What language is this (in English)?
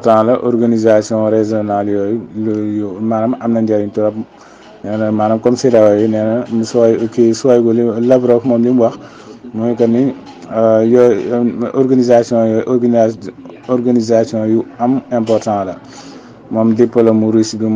Wolof